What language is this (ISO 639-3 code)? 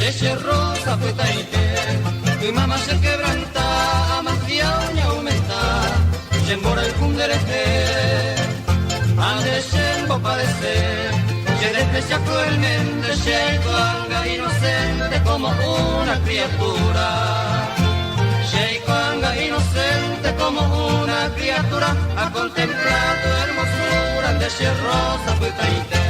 grn